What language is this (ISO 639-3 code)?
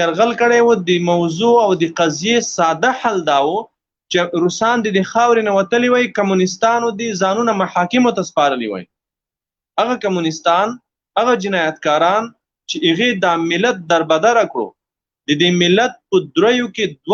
pus